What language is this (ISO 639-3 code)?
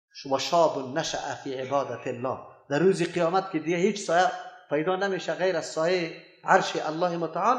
fas